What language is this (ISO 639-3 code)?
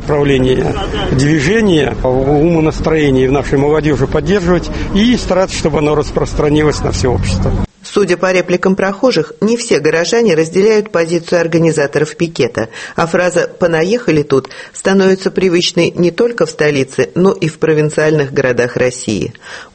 rus